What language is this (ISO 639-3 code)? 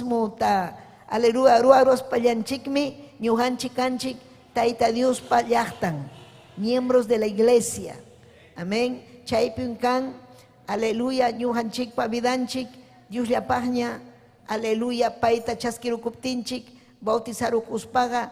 quy